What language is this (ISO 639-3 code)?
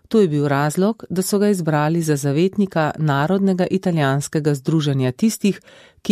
slv